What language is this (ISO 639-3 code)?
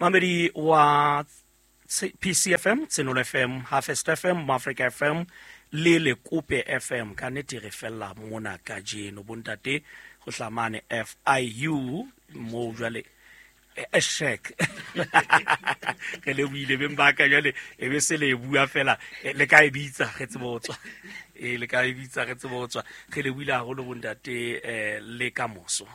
sot